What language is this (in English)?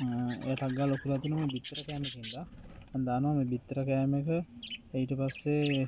Sinhala